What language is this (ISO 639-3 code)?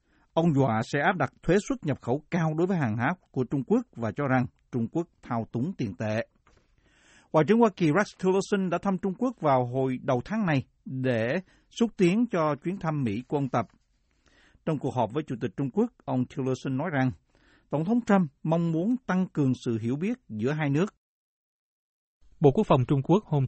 vie